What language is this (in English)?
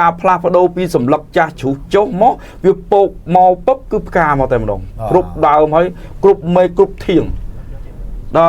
Khmer